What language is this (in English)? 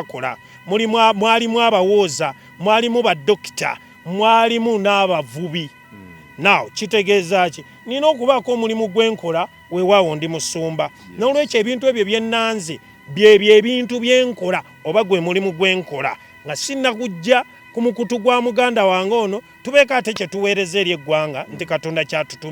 Ganda